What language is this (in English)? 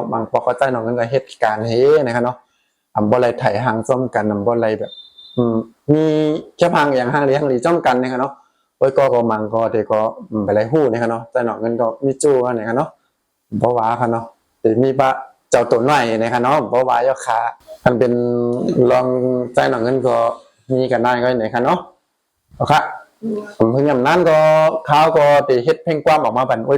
Shan